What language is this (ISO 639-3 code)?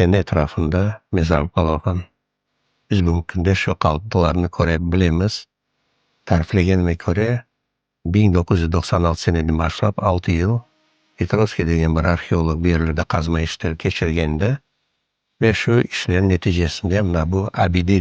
crh